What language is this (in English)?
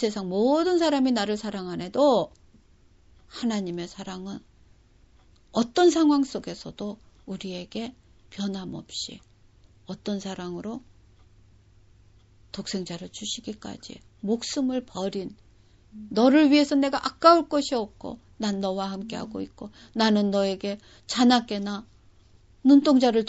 Korean